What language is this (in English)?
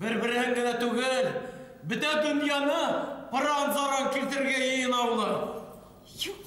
Bashkir